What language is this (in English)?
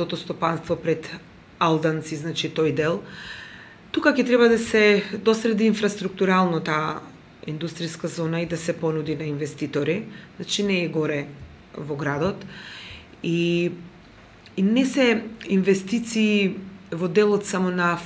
Macedonian